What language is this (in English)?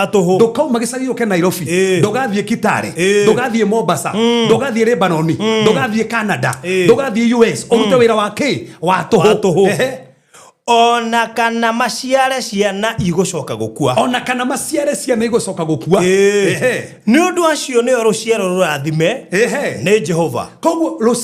Kikuyu